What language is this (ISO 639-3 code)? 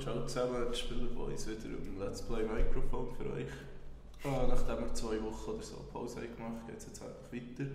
gsw